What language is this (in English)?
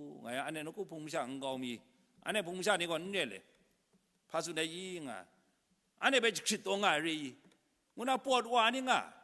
Kachin